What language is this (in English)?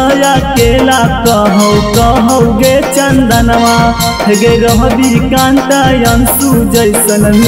Magahi